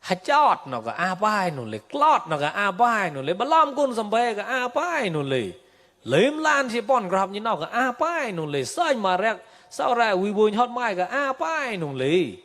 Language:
Mon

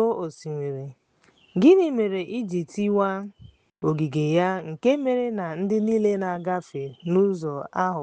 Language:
Igbo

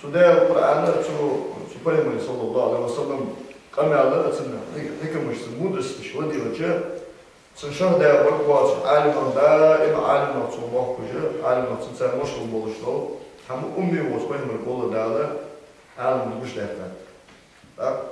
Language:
Ingush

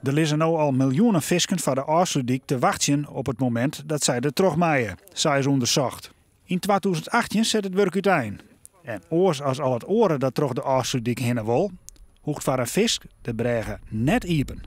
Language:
Western Frisian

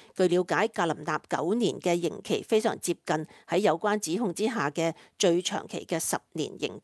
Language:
Cantonese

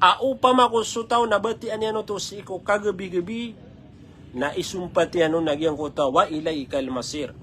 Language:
Maranao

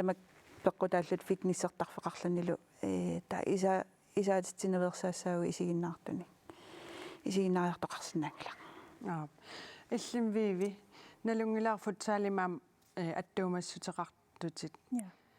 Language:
Kalaallisut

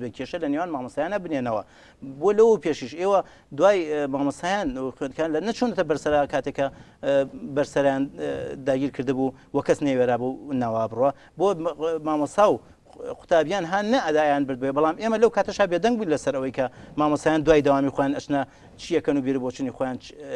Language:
Central Kurdish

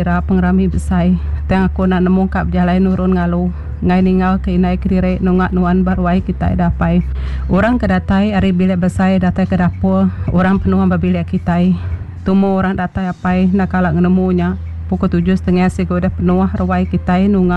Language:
Iban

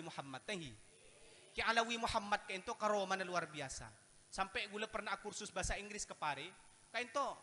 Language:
Madurese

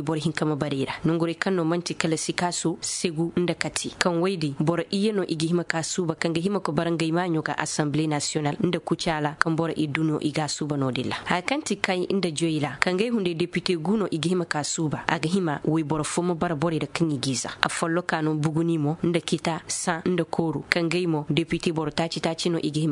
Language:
Koyraboro Senni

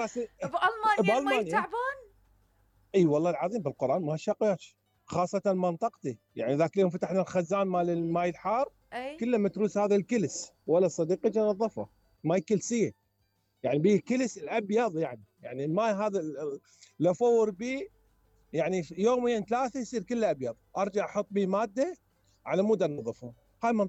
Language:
Mesopotamian Arabic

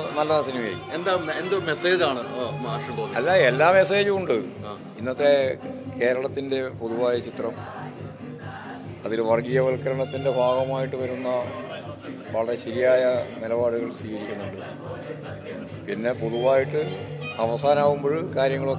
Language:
Malayalam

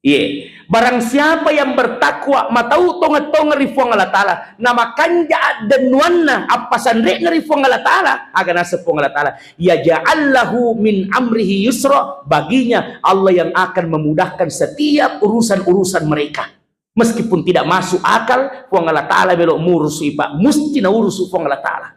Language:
Buginese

